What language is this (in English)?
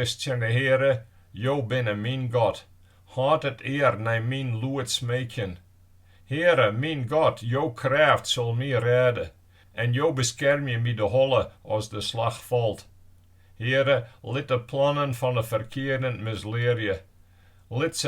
Western Frisian